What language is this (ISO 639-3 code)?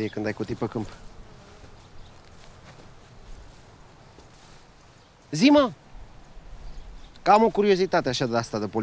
ron